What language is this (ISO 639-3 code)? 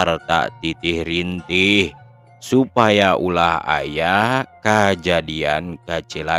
sun